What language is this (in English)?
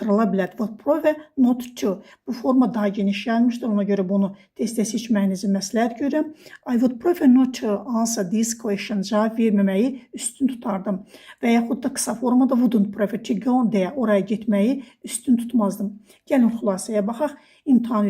Azerbaijani